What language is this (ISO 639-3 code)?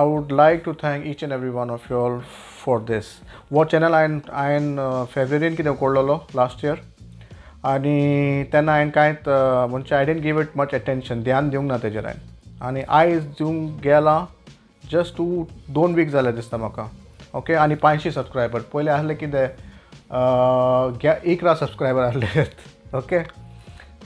kok